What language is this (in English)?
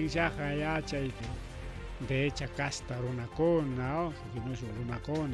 Ayacucho Quechua